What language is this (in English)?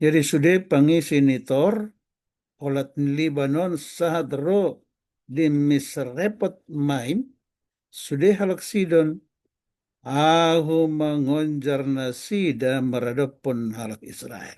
Batak Toba